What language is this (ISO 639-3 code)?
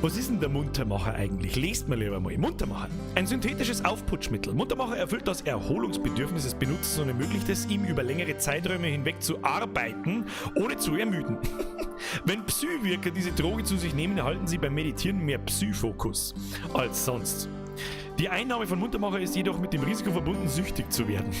bar